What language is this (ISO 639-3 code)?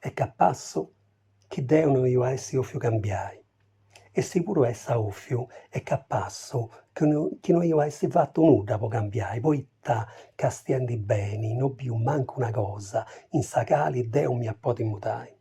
srd